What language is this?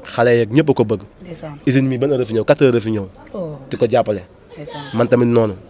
Wolof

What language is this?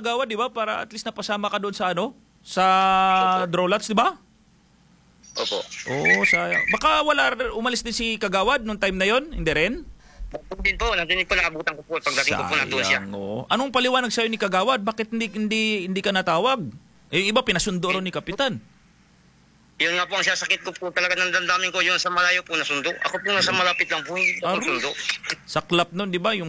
Filipino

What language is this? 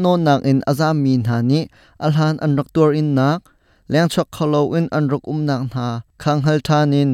Hakha Chin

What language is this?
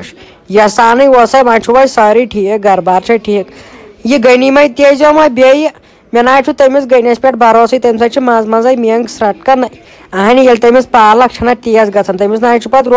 Kashmiri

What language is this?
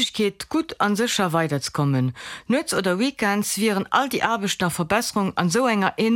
Luxembourgish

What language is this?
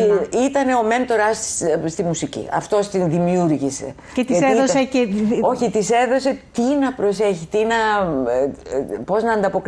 Greek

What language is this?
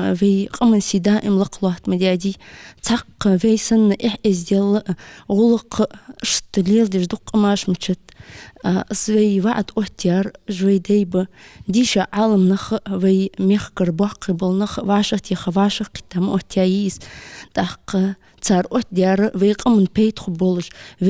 Ingush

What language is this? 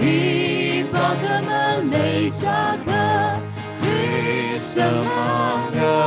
Tangkhul Naga (India)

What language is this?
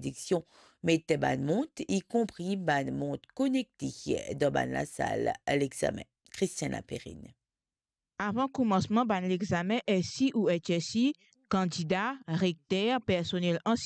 Morisyen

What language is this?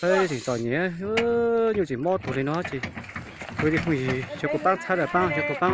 Hmong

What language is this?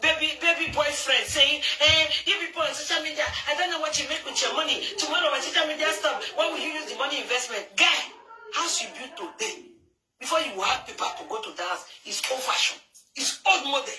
Nigerian Pidgin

